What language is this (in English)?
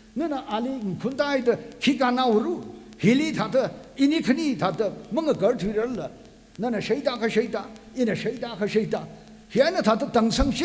Tangkhul Naga (India)